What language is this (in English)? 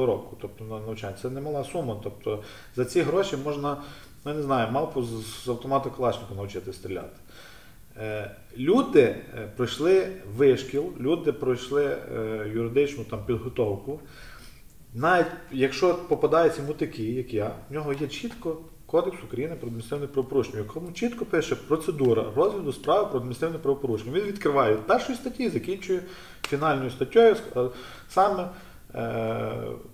Ukrainian